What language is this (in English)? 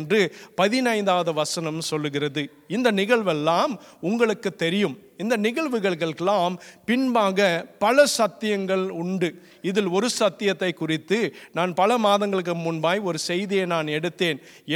Tamil